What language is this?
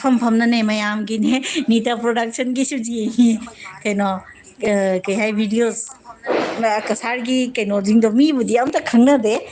Manipuri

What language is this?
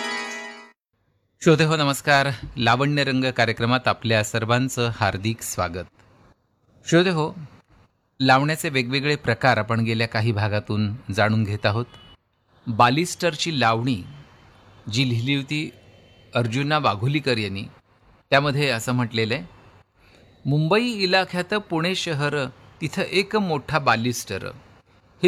Marathi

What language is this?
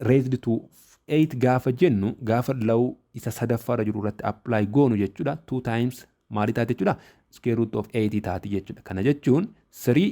Oromo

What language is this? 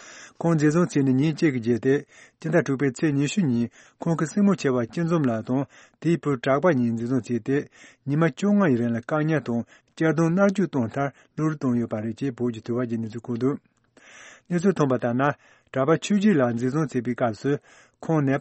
Tibetan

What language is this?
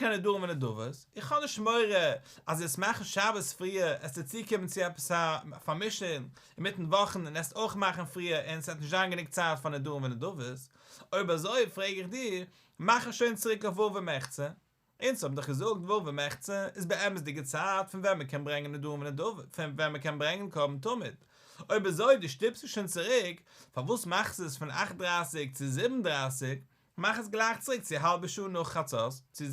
Yiddish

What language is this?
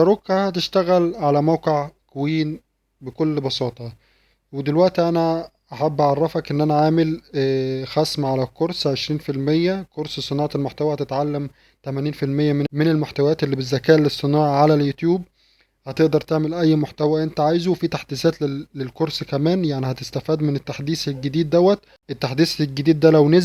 Egyptian Arabic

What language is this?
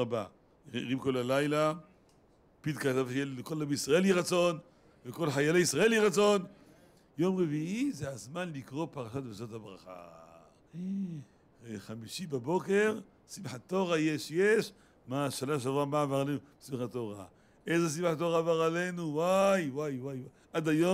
Hebrew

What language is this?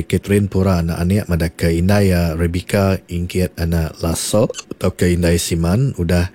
Iban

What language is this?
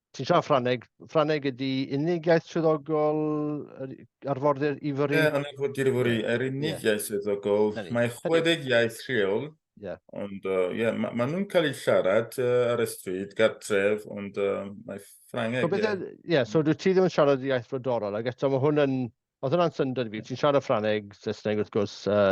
Welsh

